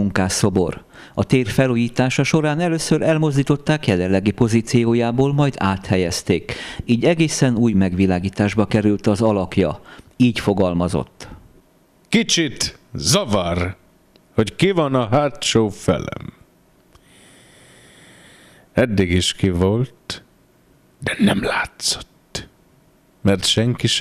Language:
Hungarian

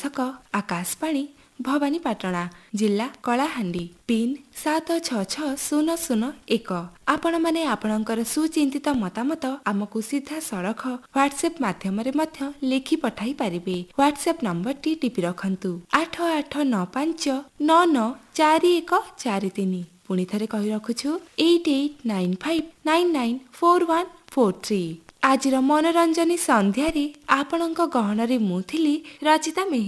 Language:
Odia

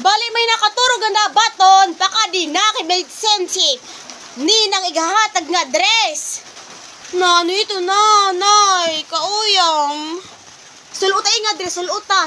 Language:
Waray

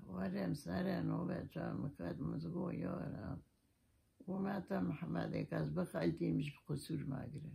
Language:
Kurdish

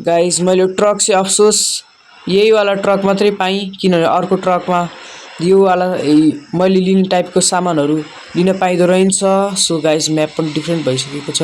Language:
Nepali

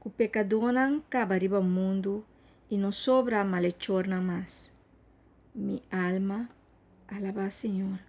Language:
Papiamento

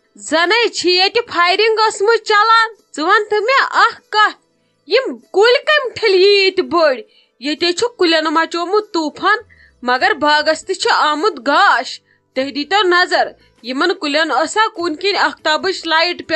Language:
Kashmiri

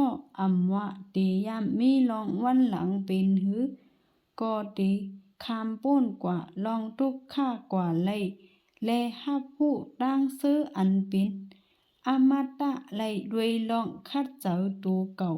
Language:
Shan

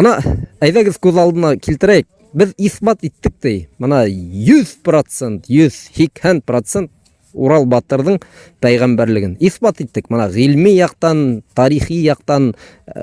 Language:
Bashkir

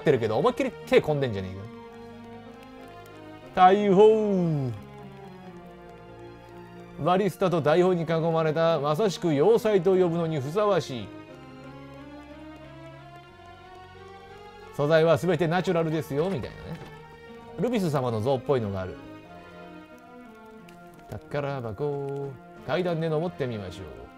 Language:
Japanese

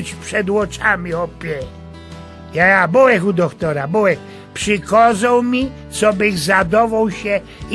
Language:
Silesian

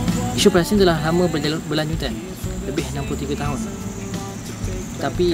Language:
Malay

